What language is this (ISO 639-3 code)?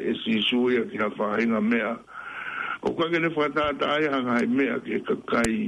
ton